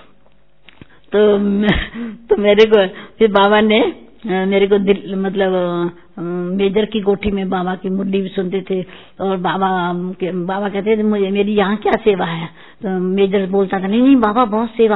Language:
Hindi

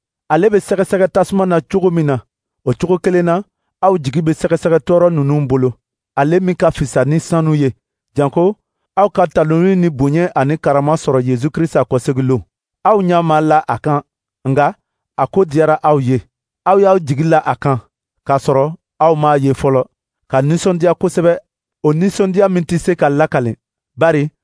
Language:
Dyula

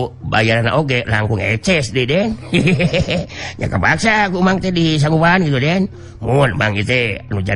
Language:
Sundanese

